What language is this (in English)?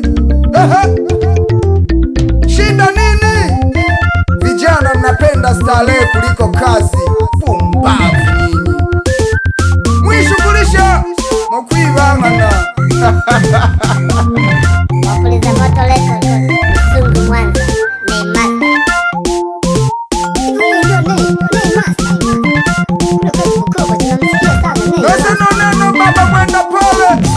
Swahili